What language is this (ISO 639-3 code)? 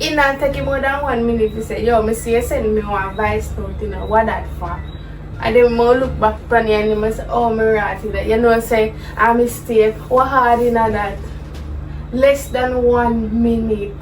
jam